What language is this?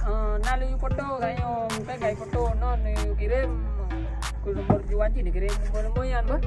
Achinese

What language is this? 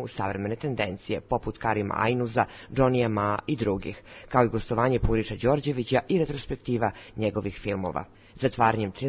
Serbian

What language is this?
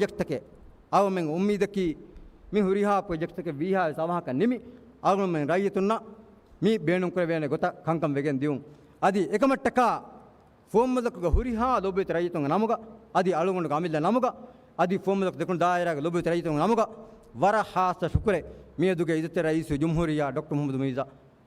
Divehi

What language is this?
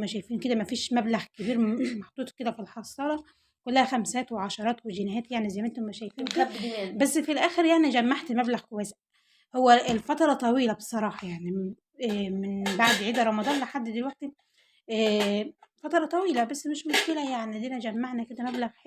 Egyptian Arabic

